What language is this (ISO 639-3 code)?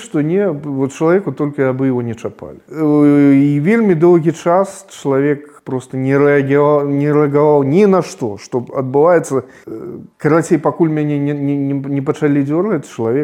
bel